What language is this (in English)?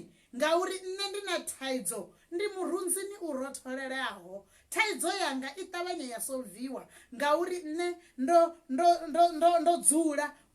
Venda